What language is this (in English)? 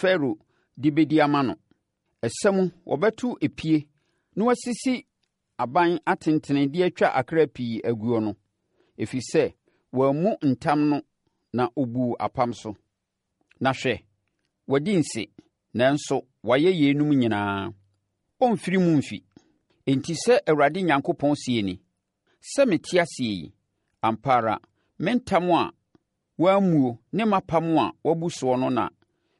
Akan